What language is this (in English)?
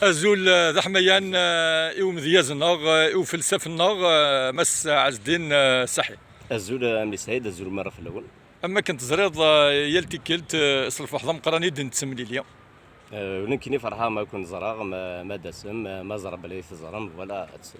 Kabyle